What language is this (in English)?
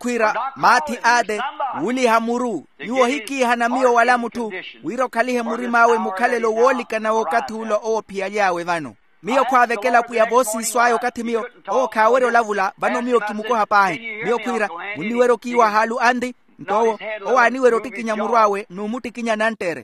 Makhuwa